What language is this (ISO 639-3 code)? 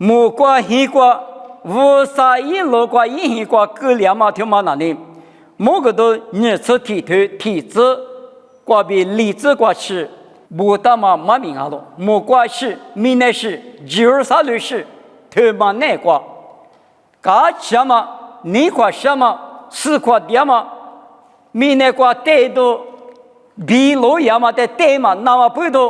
lis